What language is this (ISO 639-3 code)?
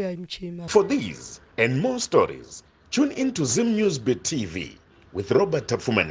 sna